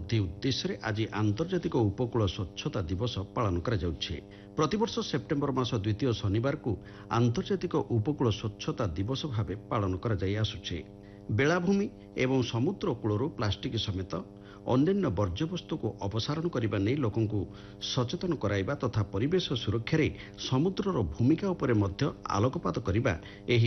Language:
Odia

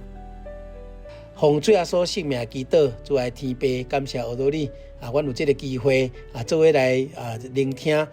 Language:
Min Nan Chinese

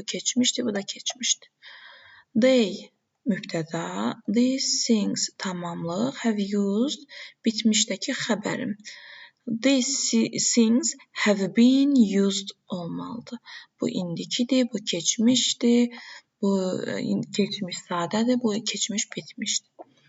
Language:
Azerbaijani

